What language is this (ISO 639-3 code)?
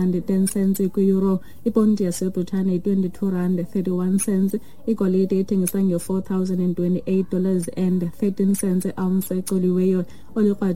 xho